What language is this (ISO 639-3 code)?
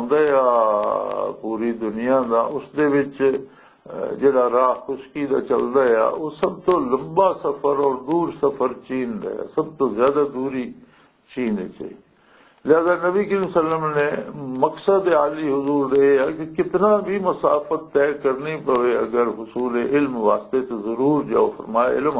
lah